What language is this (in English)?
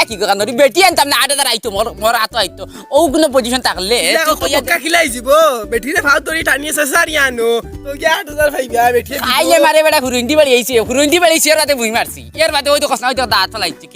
Sylheti